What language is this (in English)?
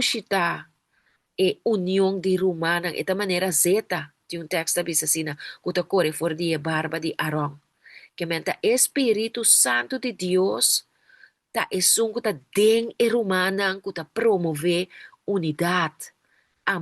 Papiamento